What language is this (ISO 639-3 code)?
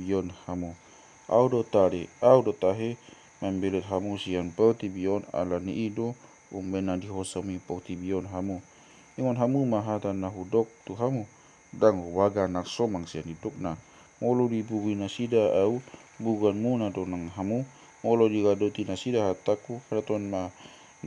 bbc